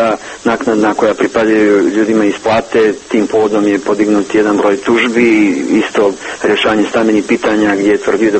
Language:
Serbian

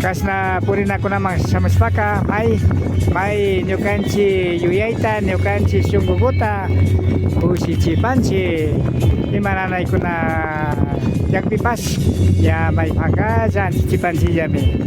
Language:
Imbabura Highland Quichua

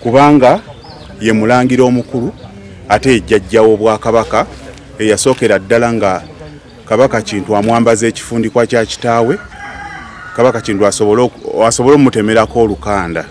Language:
Ganda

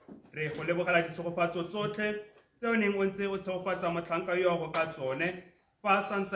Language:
Tswana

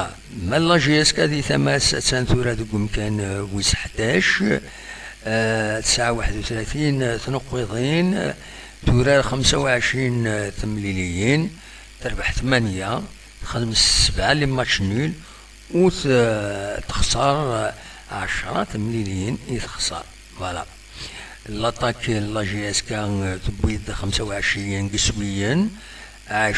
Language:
Kabyle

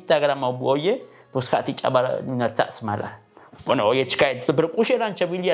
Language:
Tzotzil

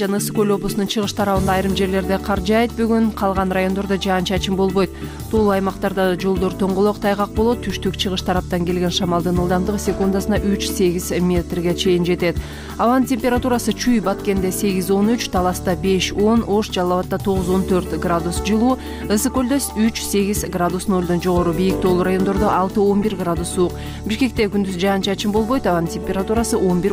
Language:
Kyrgyz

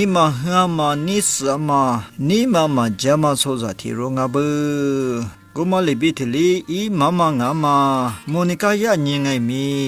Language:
Lisu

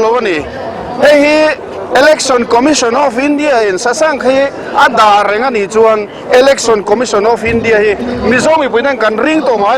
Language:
Mizo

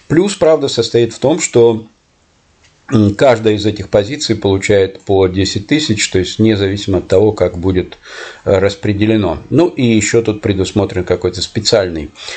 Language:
Russian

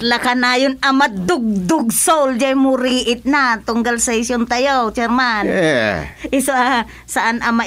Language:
Iloko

